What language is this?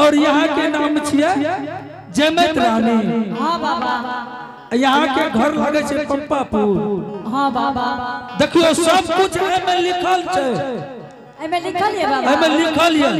Angika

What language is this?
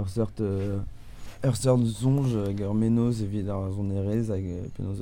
Breton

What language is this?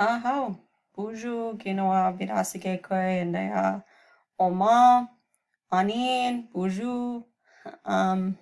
Chippewa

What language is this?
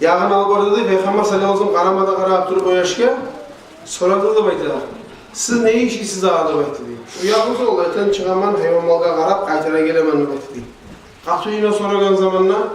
Kumyk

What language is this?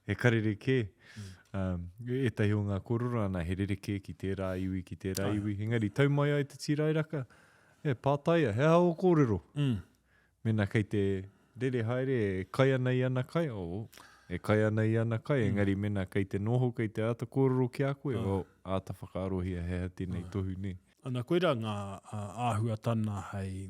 Māori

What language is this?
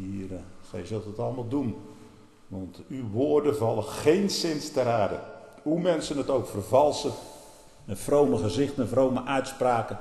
Dutch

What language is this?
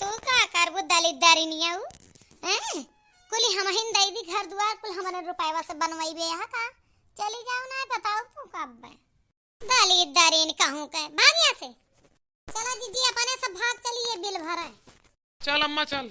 Awadhi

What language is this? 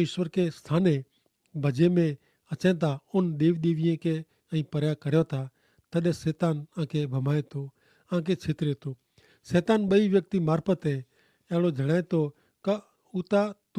Kachhi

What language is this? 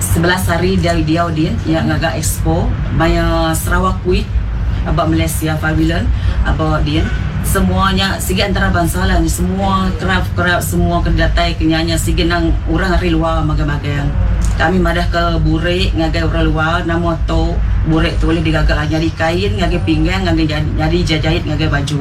Iban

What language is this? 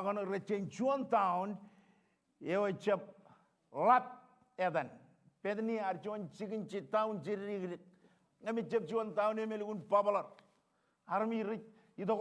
Marshallese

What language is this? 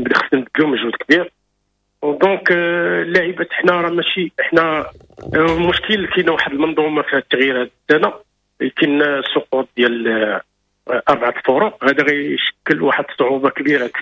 Moroccan Arabic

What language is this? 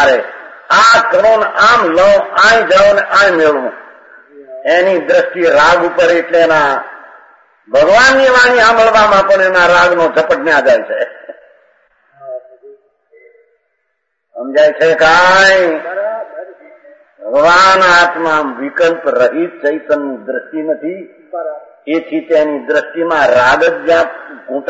Gujarati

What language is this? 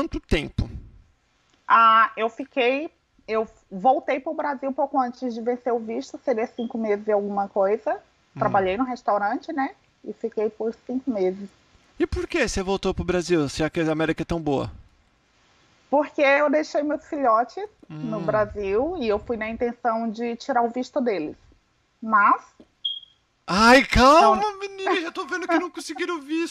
Portuguese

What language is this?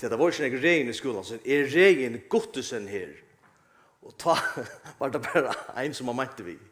Faroese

